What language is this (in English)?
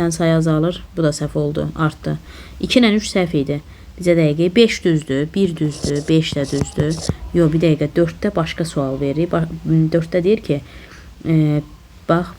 Azerbaijani